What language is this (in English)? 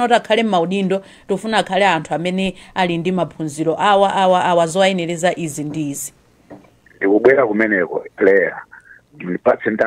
Nyanja